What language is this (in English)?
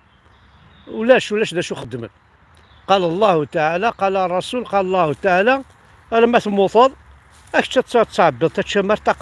Kabyle